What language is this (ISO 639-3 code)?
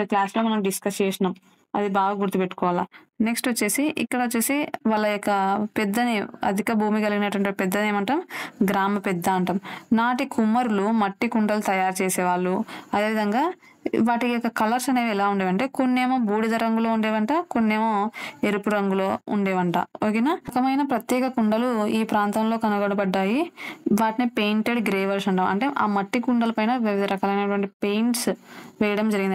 tel